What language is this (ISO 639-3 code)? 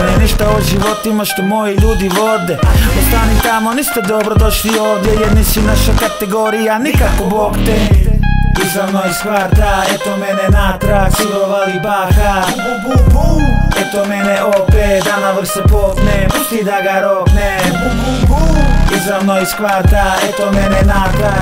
hrv